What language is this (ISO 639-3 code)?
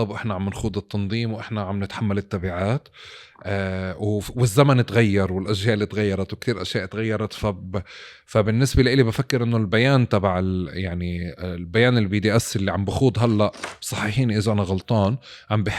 apc